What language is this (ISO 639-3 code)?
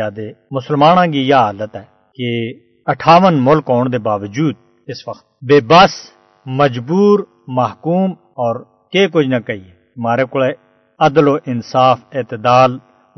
gju